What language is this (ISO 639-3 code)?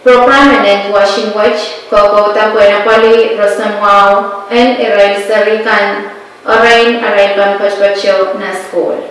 pon